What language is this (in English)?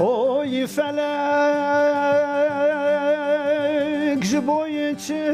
Kurdish